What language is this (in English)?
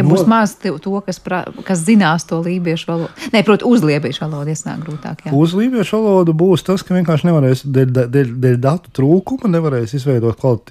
Latvian